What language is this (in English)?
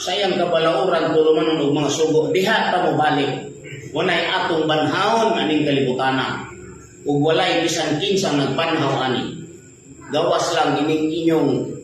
Cebuano